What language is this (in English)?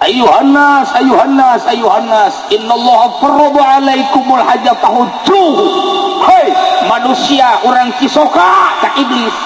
Sundanese